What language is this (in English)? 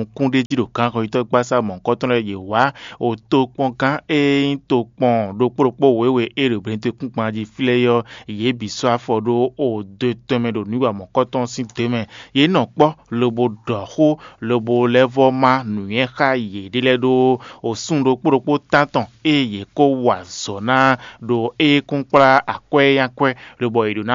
Fon